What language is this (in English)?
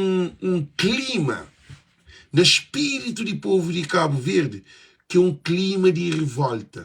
Kabuverdianu